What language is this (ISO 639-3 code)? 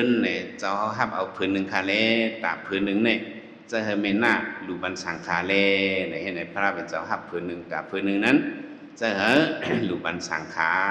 shn